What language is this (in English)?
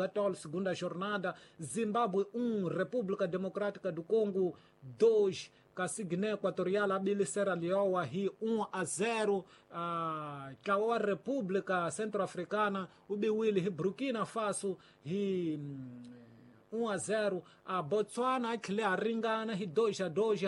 Tsonga